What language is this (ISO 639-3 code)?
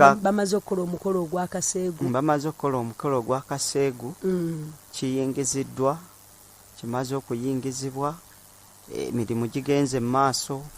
lug